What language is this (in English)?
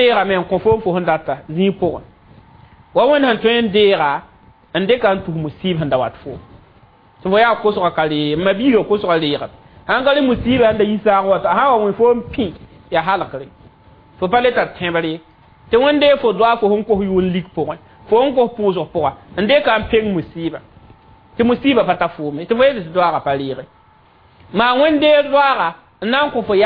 Mossi